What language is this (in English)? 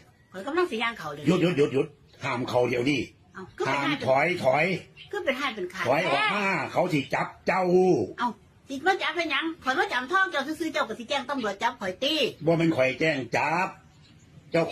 Northeastern Thai